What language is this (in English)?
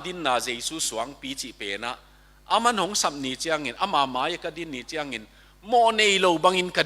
Tedim Chin